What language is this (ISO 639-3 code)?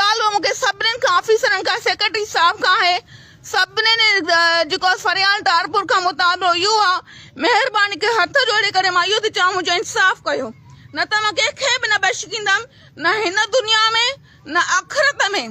snd